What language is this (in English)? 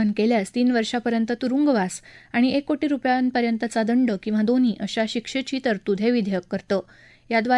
Marathi